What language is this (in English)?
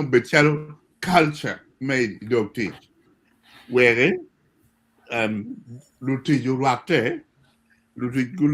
Acoli